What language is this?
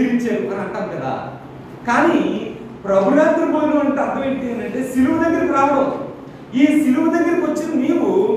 Telugu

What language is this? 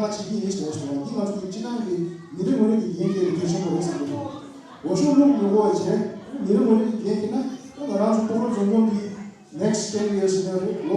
Tibetan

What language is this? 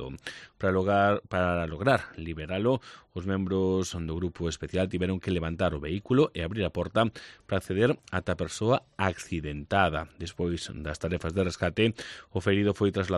Galician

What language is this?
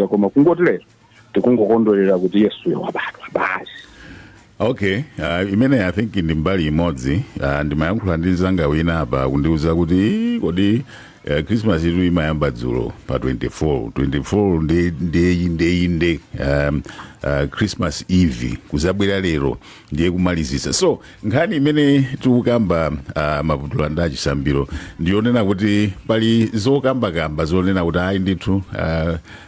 Nyanja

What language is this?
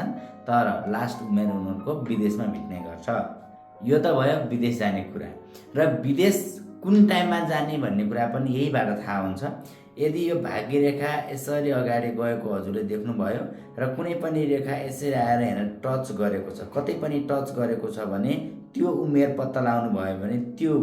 Nepali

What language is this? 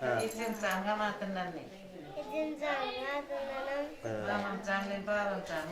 Turkmen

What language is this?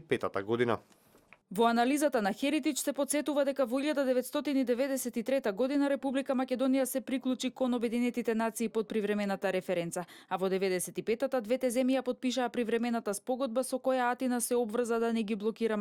Macedonian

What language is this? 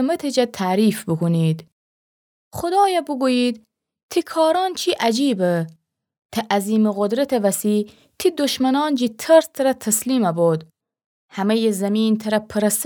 Gilaki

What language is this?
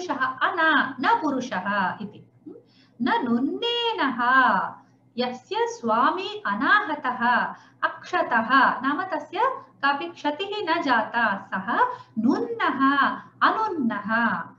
Sanskrit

